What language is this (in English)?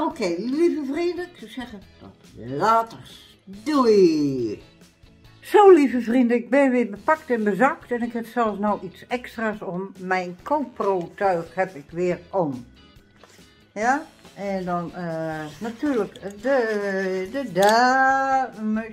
Dutch